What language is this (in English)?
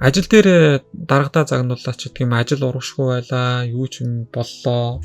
Mongolian